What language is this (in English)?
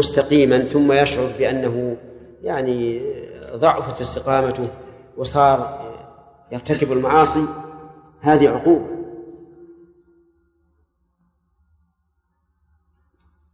Arabic